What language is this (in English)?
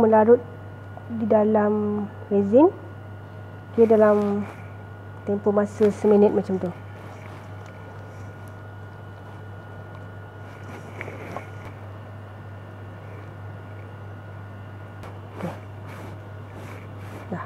Malay